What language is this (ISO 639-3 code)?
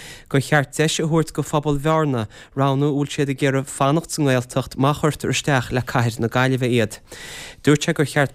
gle